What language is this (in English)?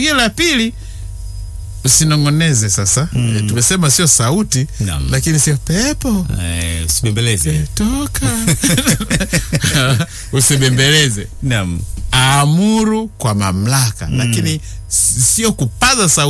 Swahili